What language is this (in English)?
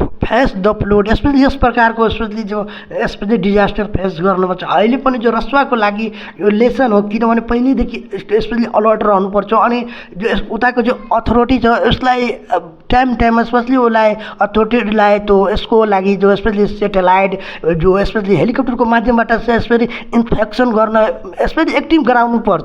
Nepali